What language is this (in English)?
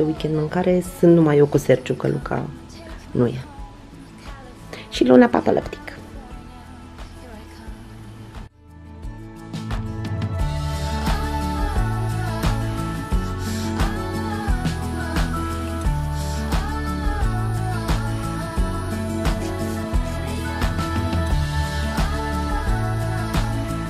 Romanian